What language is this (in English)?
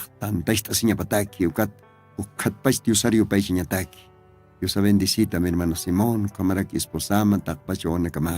Aymara